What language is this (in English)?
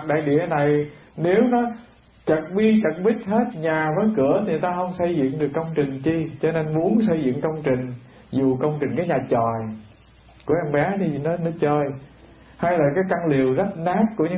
Vietnamese